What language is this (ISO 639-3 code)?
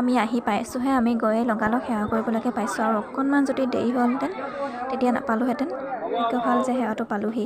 asm